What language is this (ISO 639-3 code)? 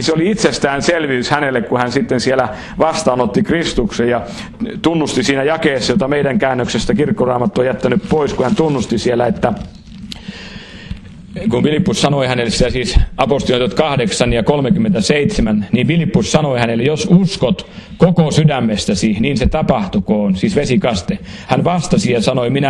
fin